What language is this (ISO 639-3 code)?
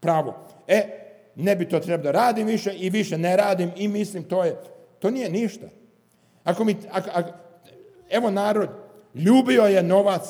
srp